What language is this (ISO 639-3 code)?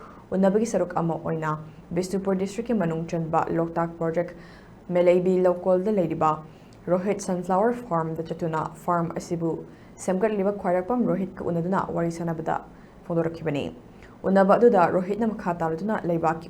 mni